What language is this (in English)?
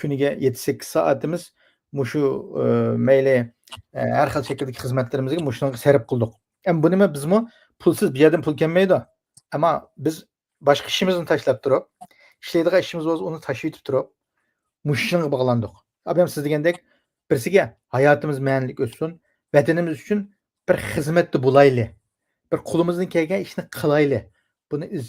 Uyghur